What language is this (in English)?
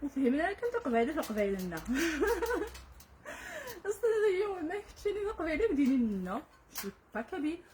Kabyle